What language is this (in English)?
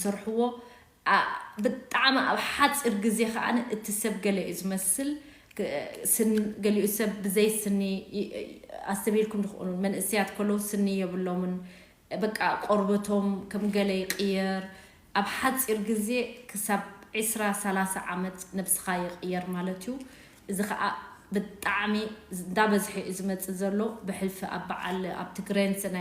Tigrinya